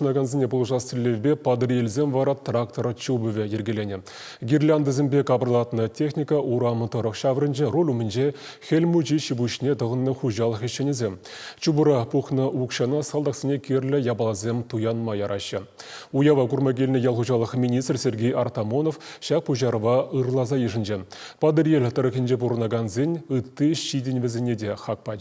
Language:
Chuvash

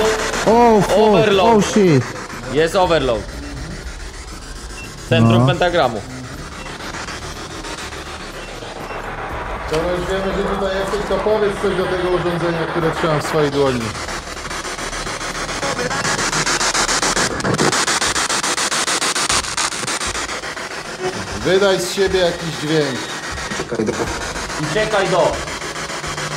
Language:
Polish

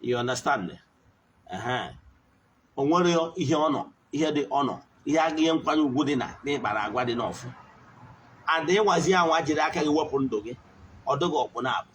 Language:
Igbo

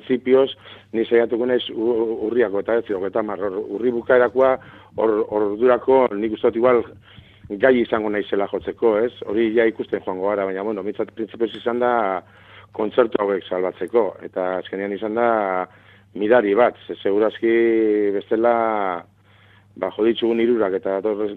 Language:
Basque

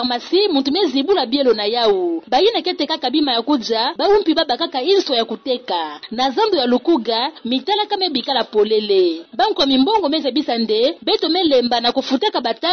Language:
Kituba (Democratic Republic of Congo)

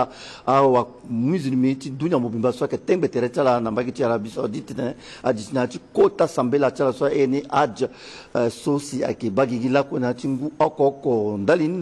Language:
Sango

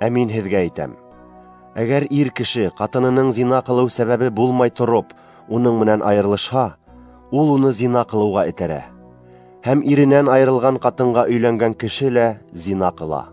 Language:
Bashkir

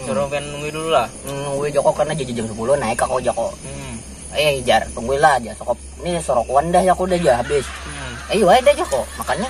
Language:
Banjar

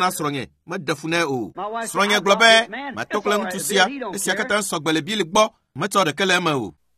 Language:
Ewe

